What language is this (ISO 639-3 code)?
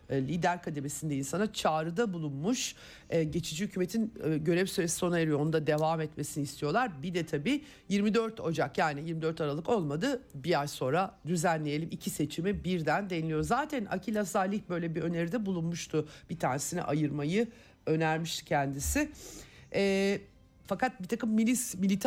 tur